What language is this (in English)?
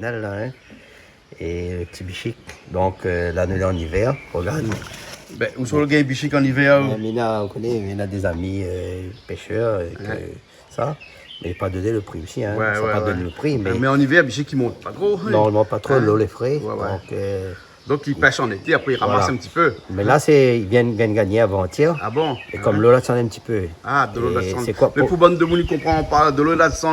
Réunion Creole French